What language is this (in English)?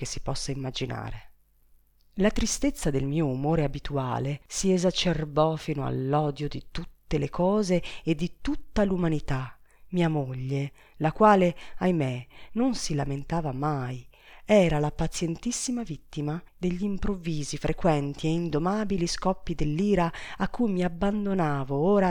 Italian